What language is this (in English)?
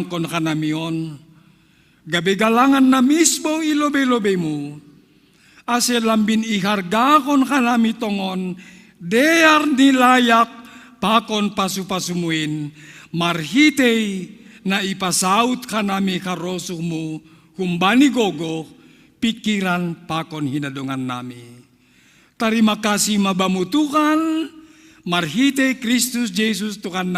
Batak Simalungun